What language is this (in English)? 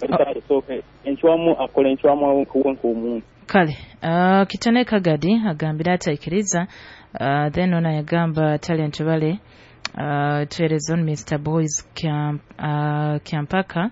Nyoro